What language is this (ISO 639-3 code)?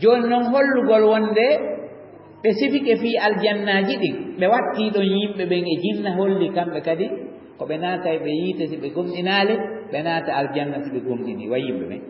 ful